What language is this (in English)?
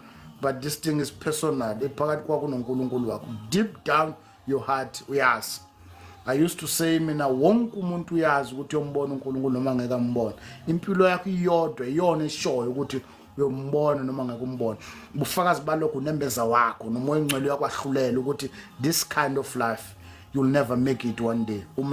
Zulu